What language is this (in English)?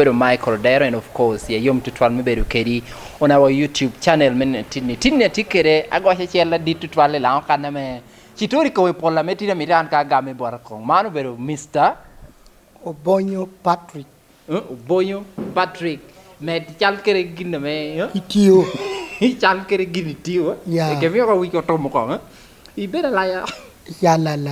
Lango (Uganda)